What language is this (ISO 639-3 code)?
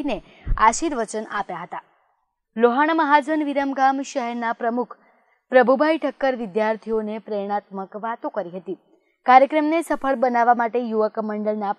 guj